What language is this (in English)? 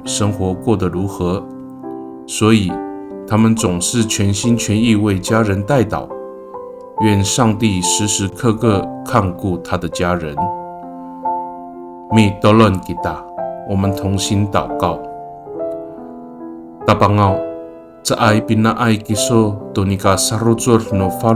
Amis